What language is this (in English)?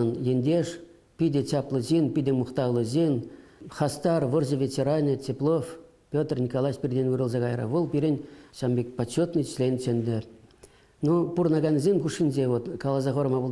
Chuvash